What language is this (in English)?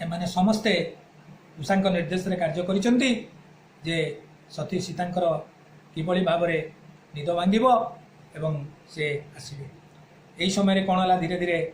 Odia